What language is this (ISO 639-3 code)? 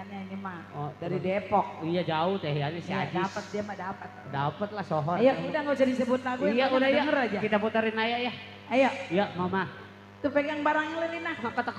bew